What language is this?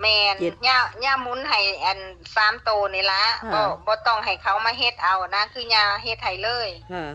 Northeastern Thai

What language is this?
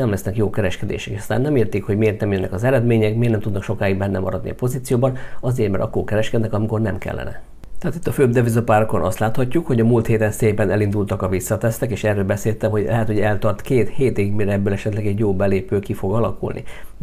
Hungarian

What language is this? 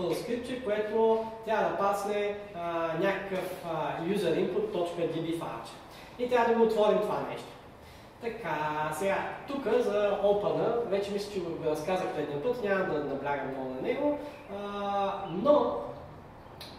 Bulgarian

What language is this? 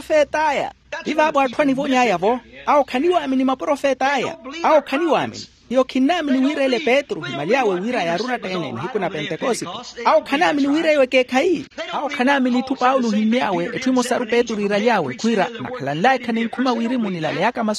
Makhuwa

